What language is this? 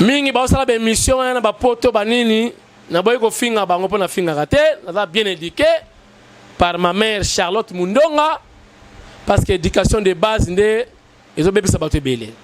Lingala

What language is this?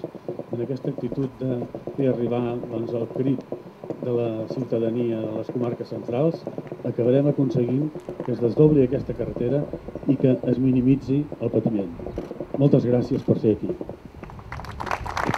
Catalan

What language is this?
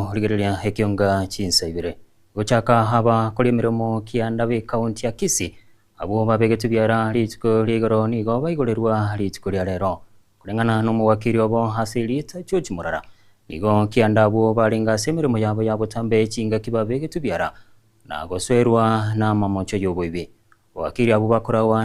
Gusii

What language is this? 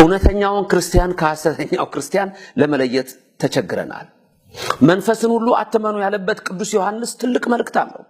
Amharic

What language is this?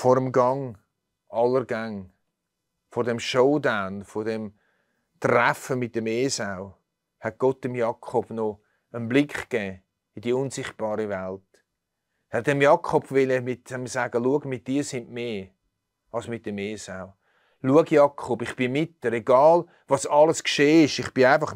Swiss German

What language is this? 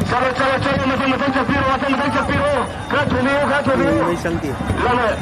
Manipuri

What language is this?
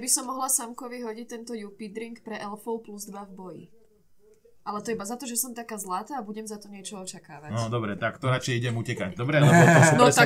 Slovak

